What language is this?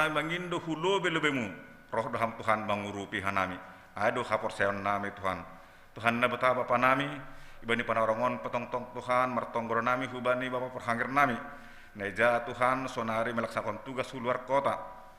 Batak Simalungun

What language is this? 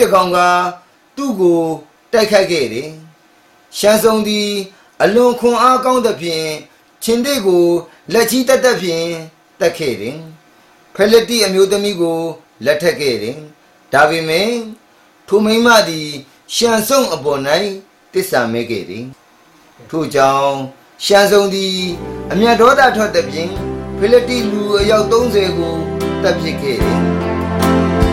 Burmese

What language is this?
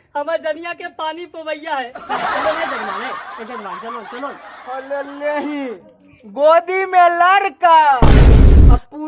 Magahi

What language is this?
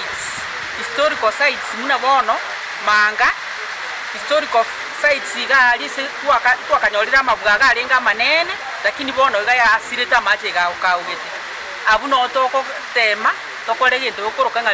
Gusii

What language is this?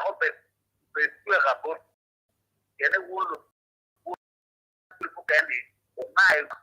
Acoli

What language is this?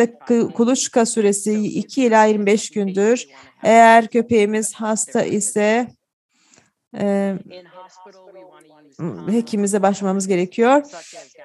Turkish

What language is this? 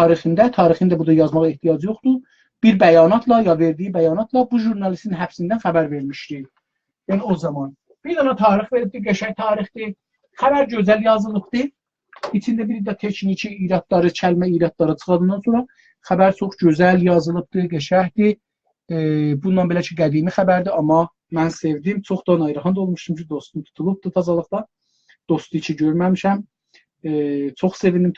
South Azerbaijani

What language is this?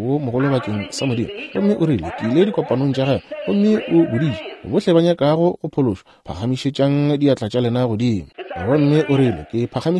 Northern Sotho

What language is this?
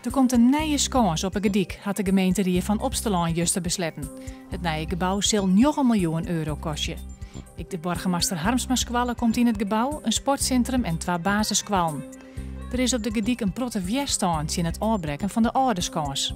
Western Frisian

